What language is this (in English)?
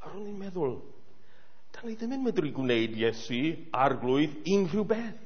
Welsh